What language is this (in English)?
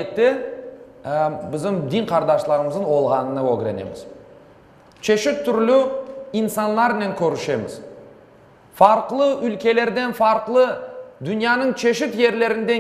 Crimean Tatar